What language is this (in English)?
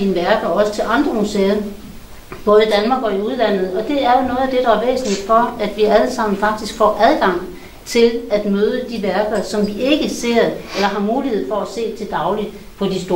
Danish